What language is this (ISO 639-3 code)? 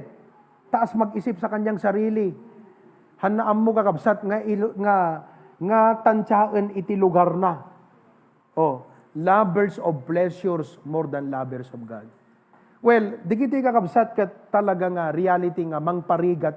ilo